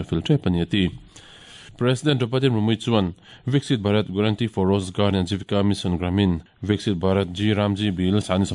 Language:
Mizo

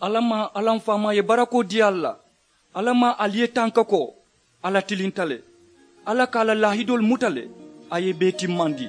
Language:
Mandingo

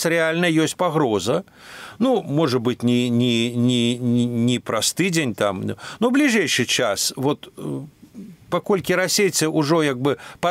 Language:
Belarusian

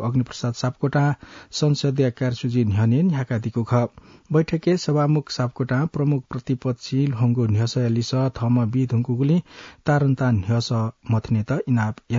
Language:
Newari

